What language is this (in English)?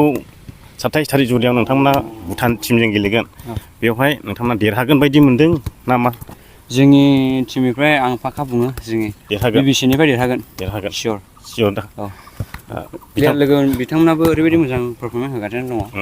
Bodo